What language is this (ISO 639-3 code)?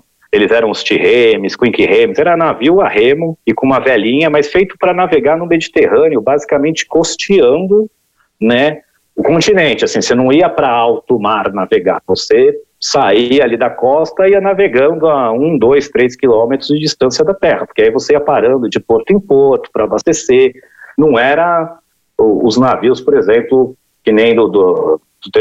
por